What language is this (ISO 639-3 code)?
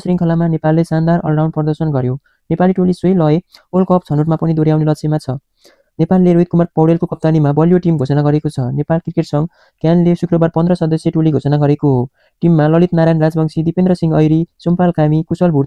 nep